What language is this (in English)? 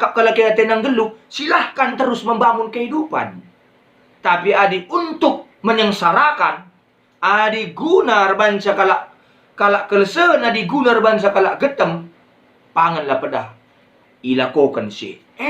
Batak Karo